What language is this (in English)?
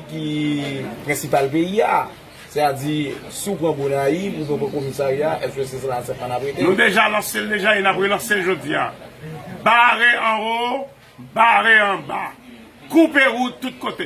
Haitian Creole